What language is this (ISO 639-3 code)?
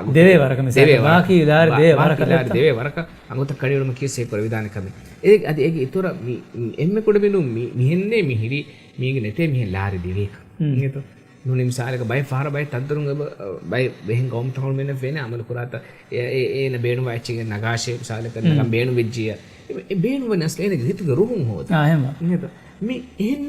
div